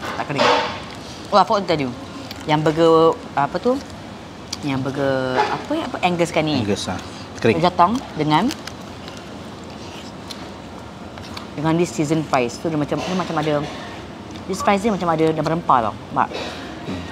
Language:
Malay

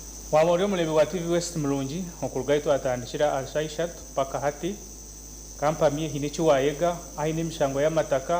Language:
Nyankole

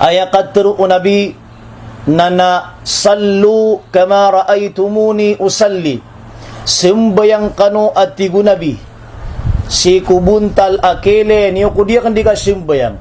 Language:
Maranao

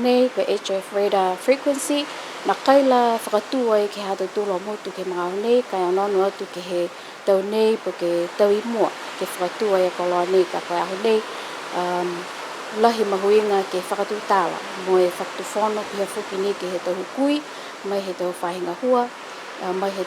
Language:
Niuean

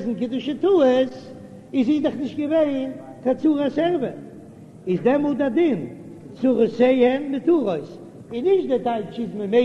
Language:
Yiddish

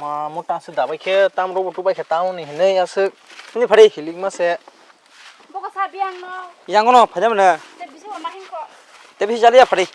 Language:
Kok Borok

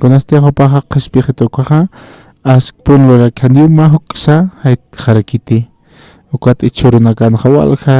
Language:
Aymara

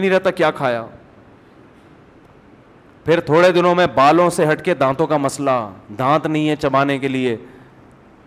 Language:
Urdu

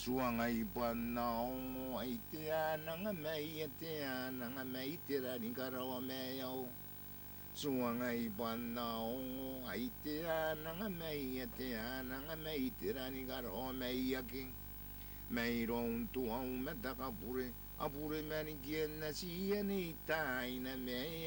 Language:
Gilbertese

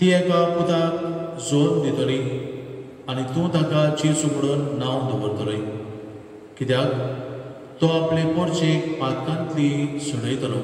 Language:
Konkani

